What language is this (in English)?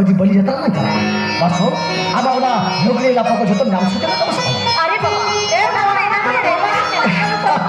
Santali